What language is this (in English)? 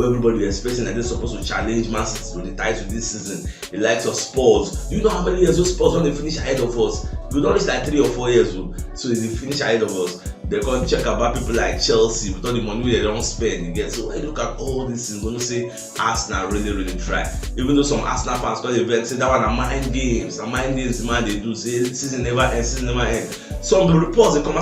Nigerian Pidgin